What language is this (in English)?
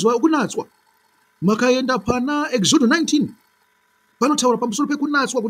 Shona